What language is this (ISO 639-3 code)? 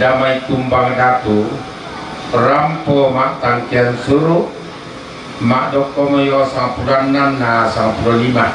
sda